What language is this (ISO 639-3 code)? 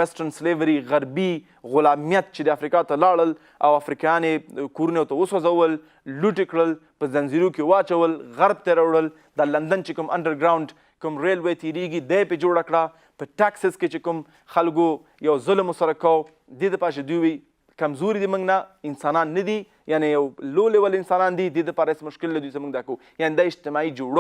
pus